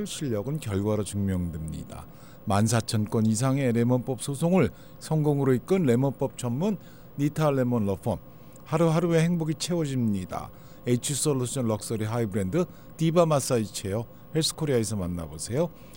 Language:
Korean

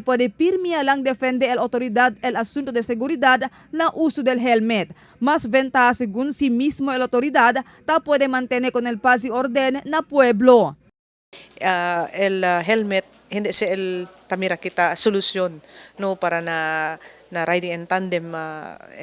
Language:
Chavacano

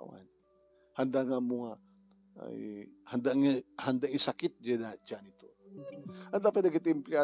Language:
Iloko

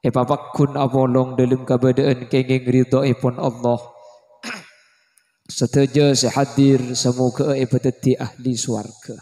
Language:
Madurese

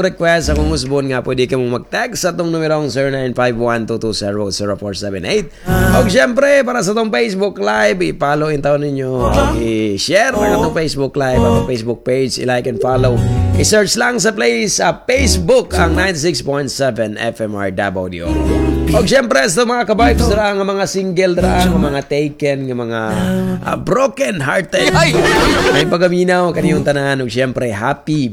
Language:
Cebuano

